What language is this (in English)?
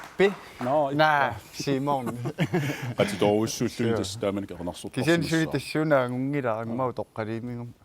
Kalaallisut